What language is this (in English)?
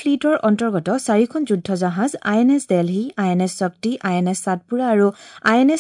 Assamese